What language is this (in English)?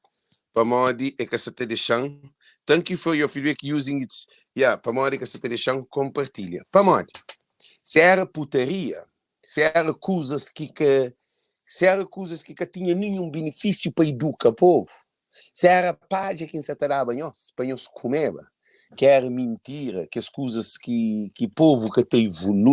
Kabuverdianu